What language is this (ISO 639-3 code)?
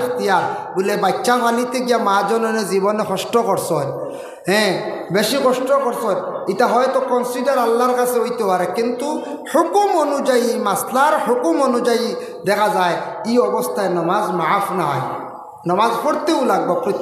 ben